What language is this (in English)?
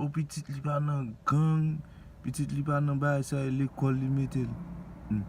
Haitian Creole